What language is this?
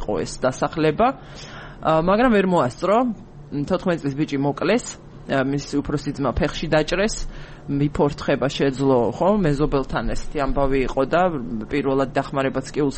Georgian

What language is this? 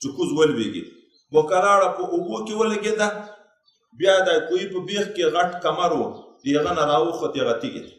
Pashto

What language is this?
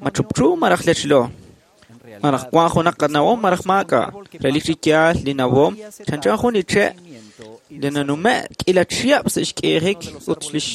Kekchí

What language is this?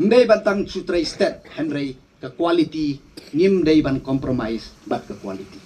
Khasi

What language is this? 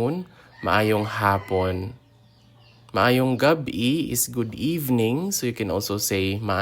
Hiligaynon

